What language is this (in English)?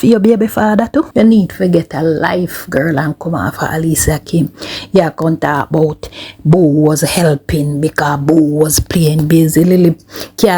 Jamaican Creole English